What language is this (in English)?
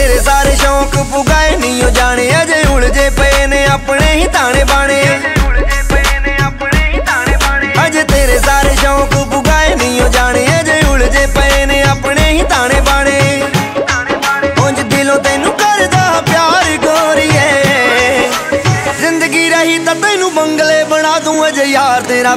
Punjabi